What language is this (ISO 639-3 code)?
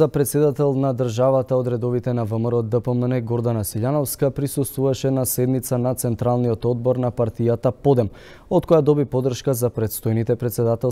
mkd